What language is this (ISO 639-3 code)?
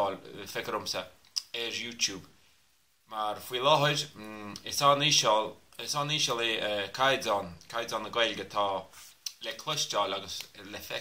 gle